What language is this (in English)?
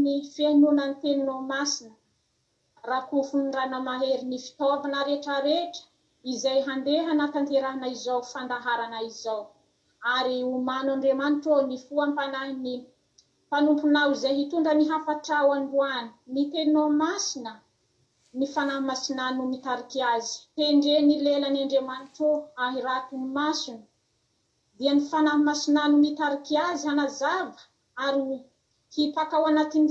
Malagasy